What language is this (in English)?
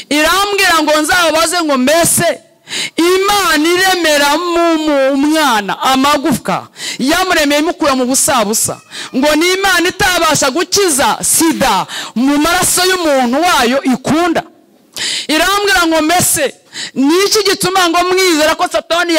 Kinyarwanda